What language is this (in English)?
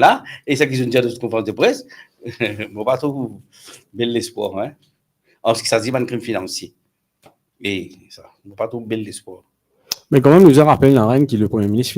Morisyen